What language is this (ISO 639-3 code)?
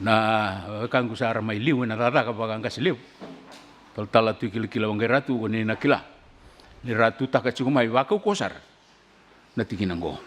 fij